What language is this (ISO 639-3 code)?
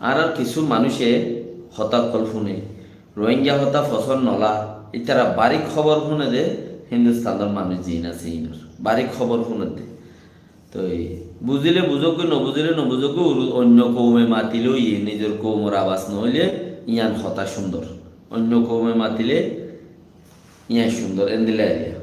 rhg